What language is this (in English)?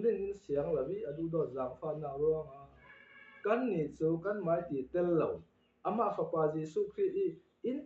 Falam Chin